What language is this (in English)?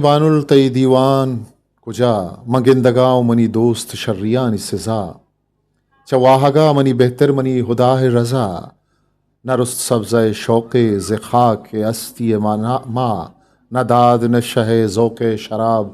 Eastern Balochi